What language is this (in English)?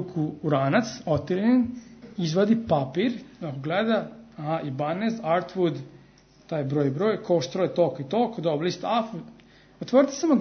Serbian